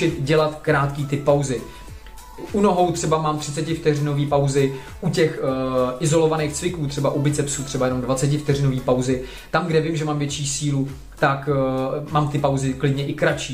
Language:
Czech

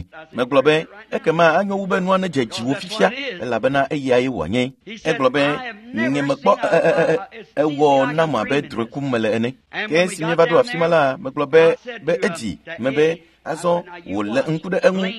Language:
Ewe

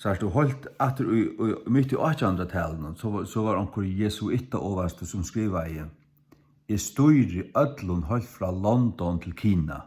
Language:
Faroese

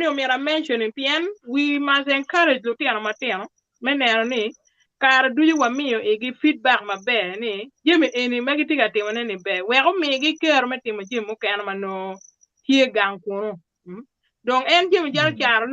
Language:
Acoli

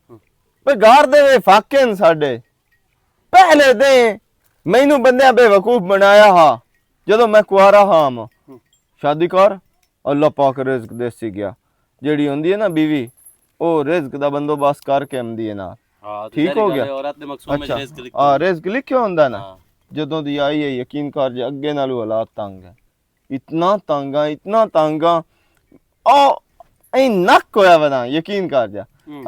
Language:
Western Panjabi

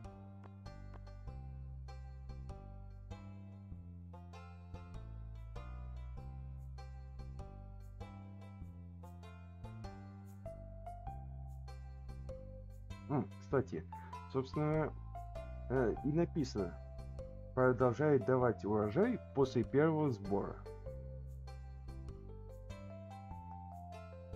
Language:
Russian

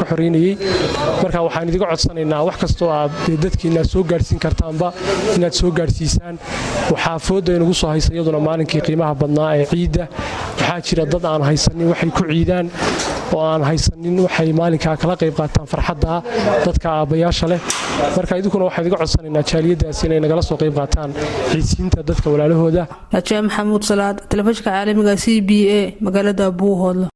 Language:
Somali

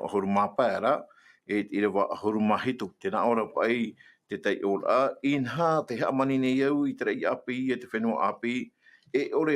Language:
Tahitian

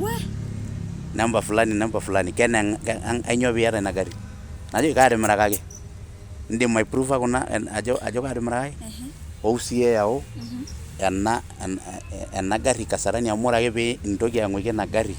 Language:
Masai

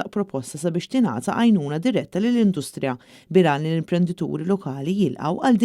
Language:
Maltese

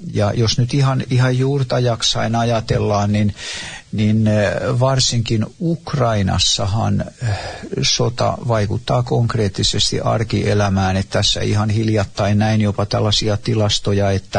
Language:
Finnish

